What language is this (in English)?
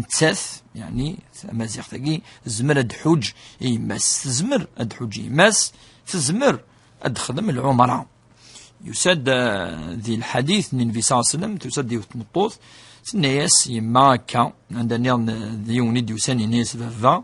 Kabyle